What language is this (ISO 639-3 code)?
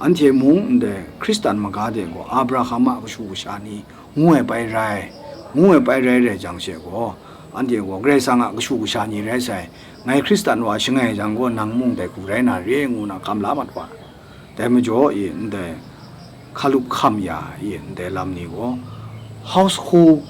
kac